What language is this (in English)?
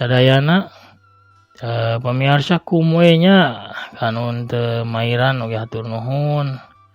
Sundanese